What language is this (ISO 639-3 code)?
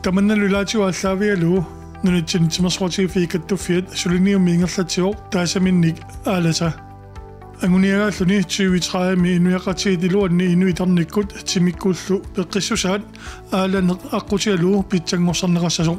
kal